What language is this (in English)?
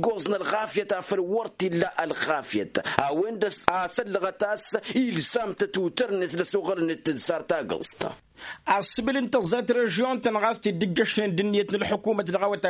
Tamasheq